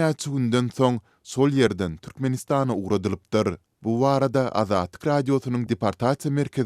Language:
Turkmen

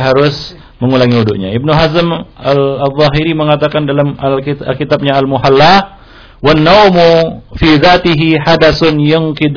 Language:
Indonesian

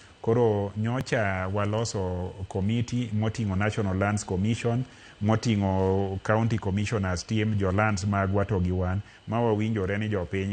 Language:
Luo (Kenya and Tanzania)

